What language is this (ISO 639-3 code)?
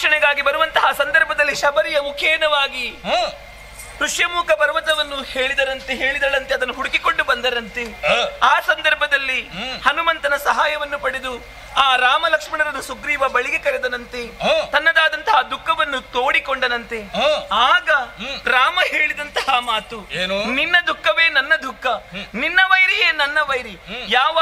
kan